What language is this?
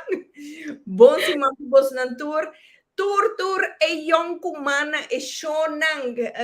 Papiamento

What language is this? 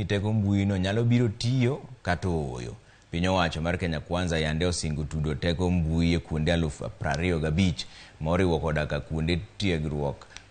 Luo (Kenya and Tanzania)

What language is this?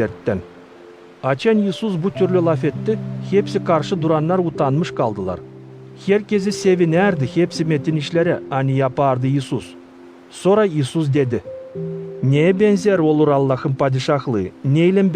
Gagauz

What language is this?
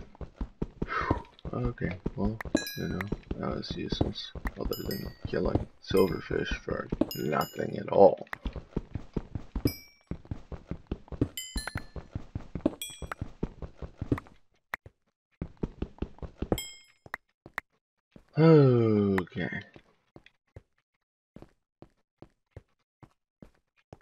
English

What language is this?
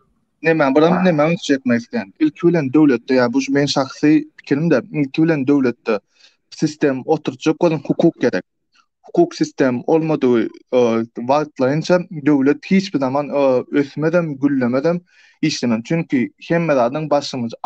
Turkmen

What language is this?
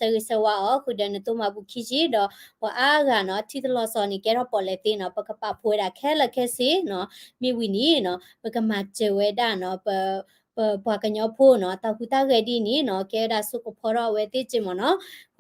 S'gaw Karen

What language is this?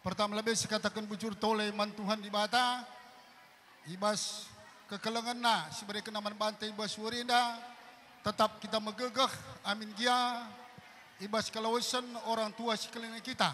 Batak Karo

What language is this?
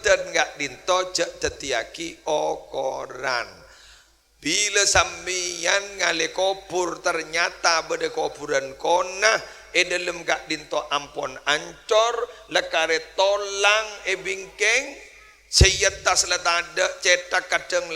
Madurese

